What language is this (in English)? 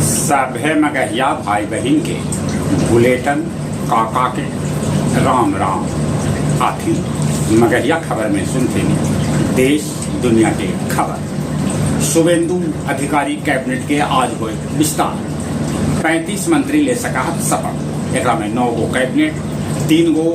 Magahi